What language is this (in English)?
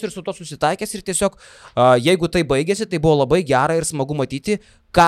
Lithuanian